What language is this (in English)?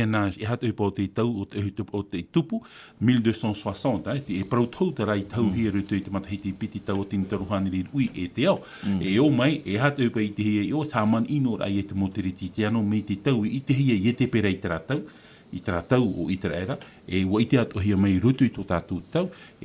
Tahitian